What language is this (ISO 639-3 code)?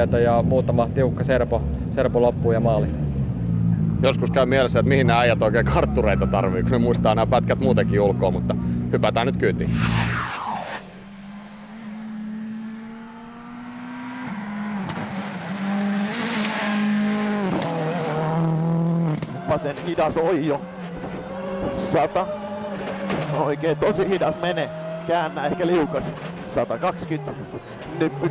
fin